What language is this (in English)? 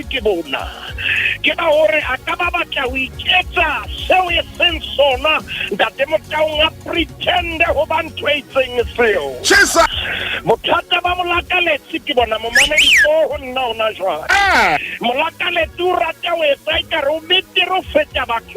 Southern Sotho